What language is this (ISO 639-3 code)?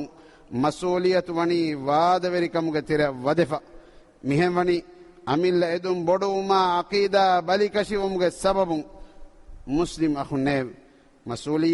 div